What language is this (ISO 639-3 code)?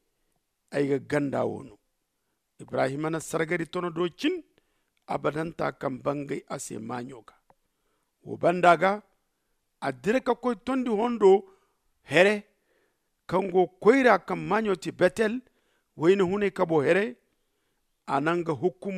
dje